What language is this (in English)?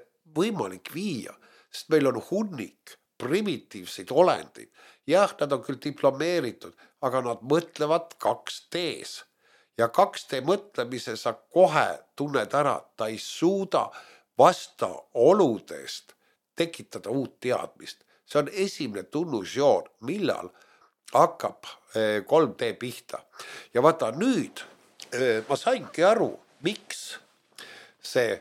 Estonian